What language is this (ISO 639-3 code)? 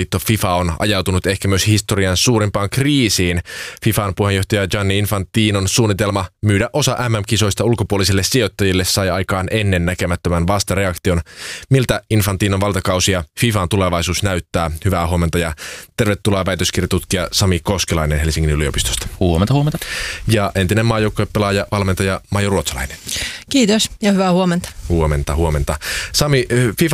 fin